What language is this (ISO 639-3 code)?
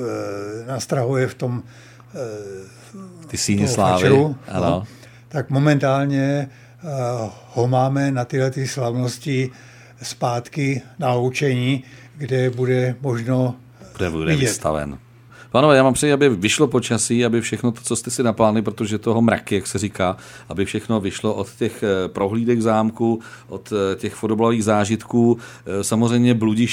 ces